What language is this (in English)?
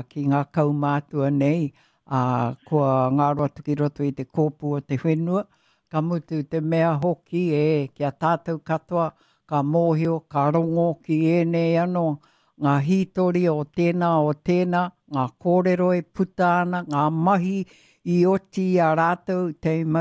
Māori